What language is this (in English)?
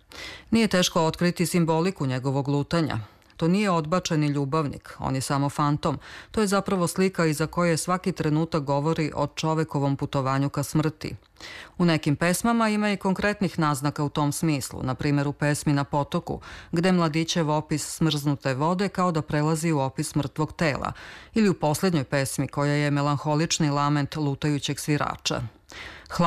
Serbian